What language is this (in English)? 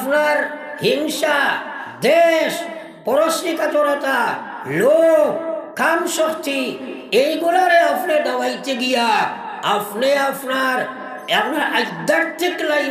Sylheti